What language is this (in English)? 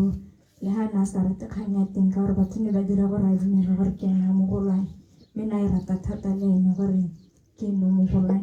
Tswana